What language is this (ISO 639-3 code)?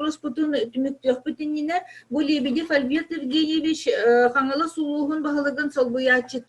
sah